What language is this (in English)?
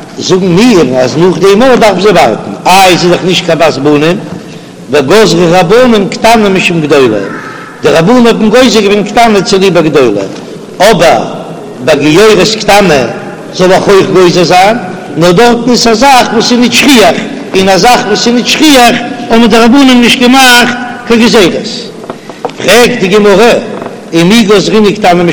Yiddish